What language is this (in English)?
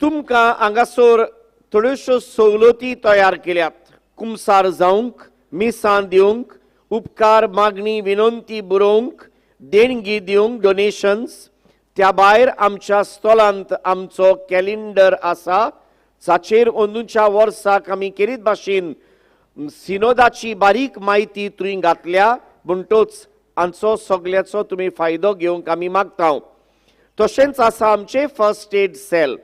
Konkani